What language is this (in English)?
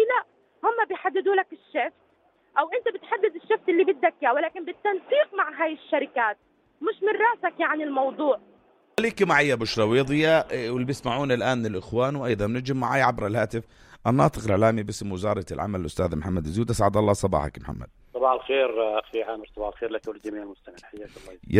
North Levantine Arabic